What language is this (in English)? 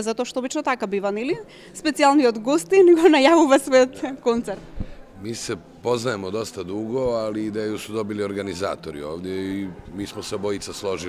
Macedonian